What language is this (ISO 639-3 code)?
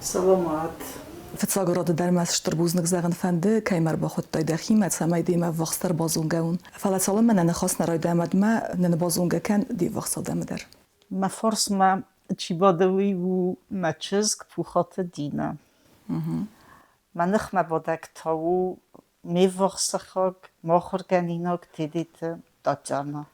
oss